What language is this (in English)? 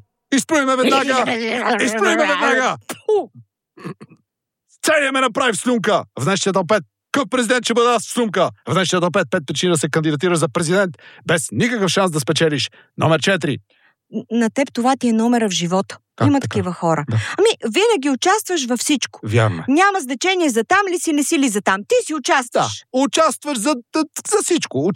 Bulgarian